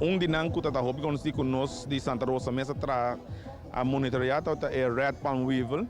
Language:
Papiamento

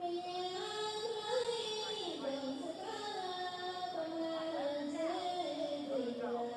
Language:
Mon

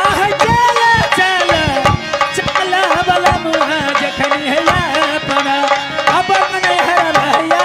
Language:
Maithili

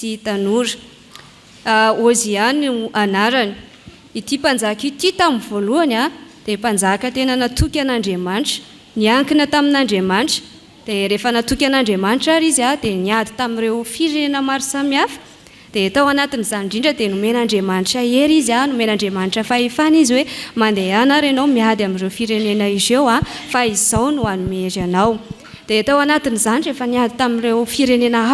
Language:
Malagasy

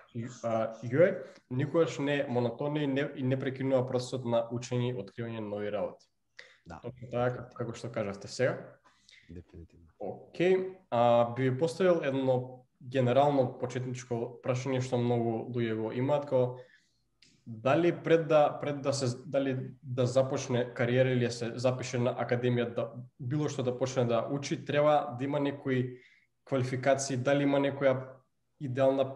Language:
Macedonian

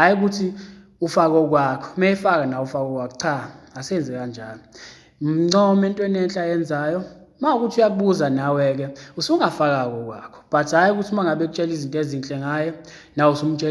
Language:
Zulu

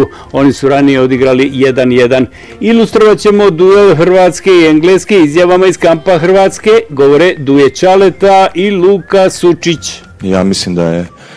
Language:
Croatian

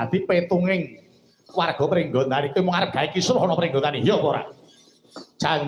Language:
Javanese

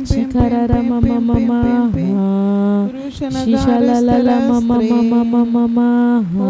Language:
Tem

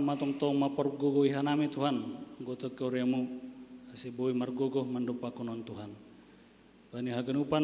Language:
Batak Simalungun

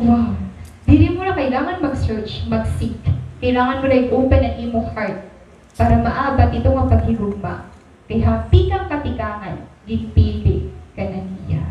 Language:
Waray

